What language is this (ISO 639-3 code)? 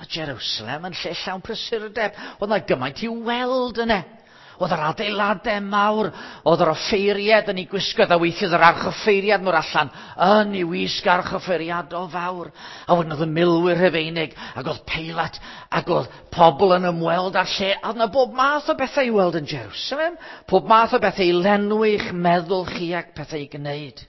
cym